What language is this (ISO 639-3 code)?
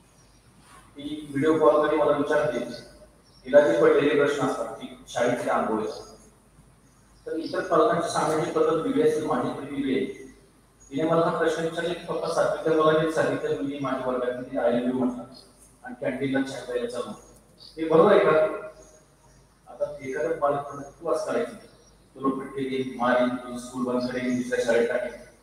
mar